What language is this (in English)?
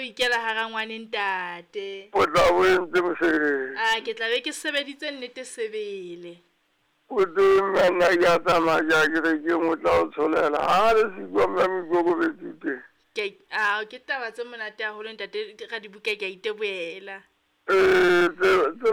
Southern Sotho